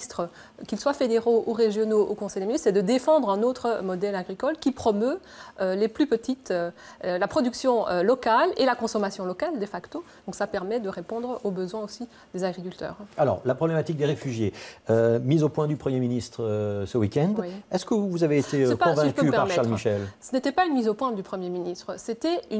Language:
French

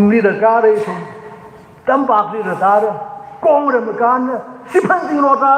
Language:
Tangkhul Naga (India)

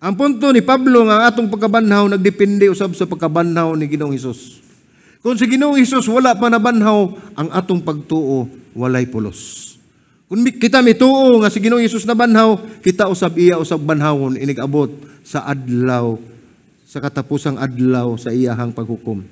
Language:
Cebuano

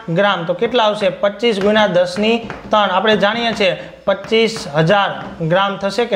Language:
Gujarati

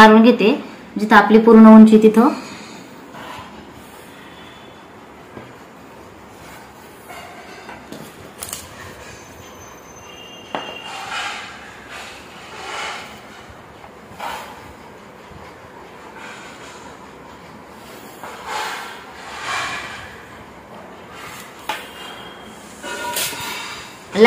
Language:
Marathi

